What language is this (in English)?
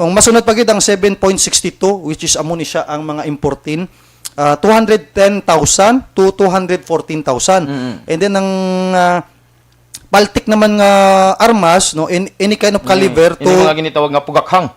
Hiligaynon